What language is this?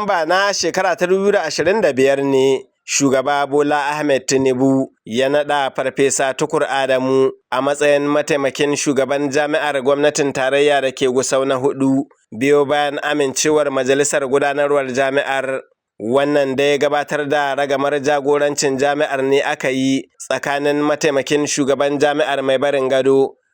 Hausa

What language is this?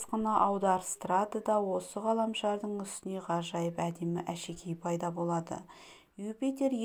Kazakh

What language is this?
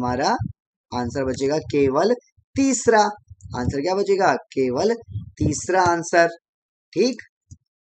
Hindi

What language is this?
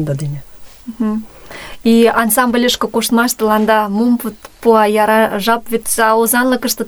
Mari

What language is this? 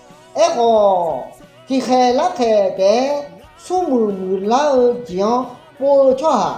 Akha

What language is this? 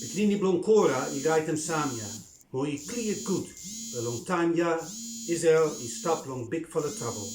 Bislama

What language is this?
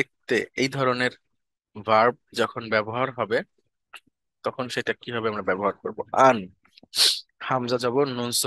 Bangla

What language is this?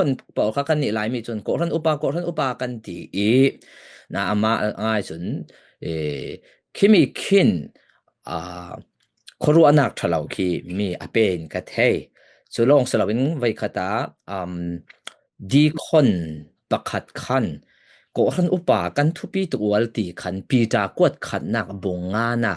Falam Chin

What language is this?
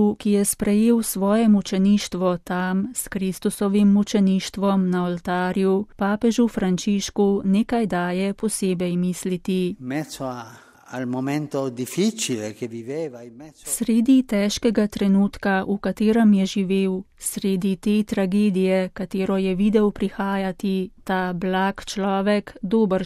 Slovenian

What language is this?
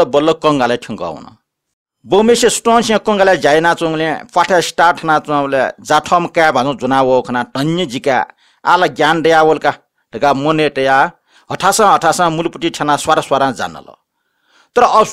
Newari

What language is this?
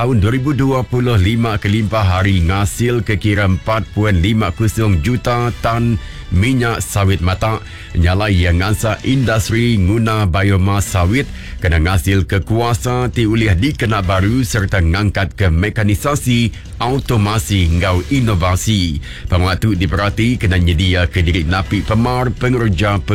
Iban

